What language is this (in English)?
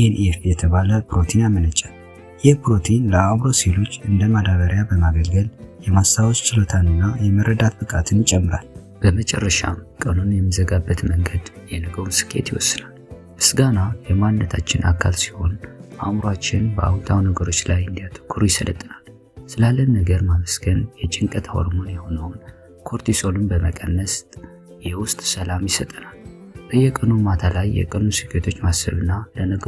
Amharic